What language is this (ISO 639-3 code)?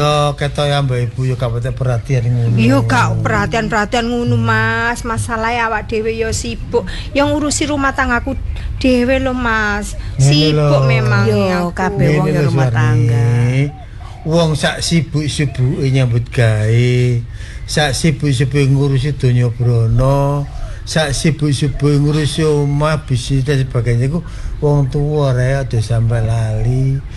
jav